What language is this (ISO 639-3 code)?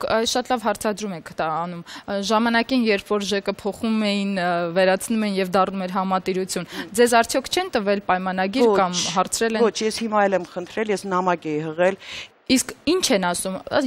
hye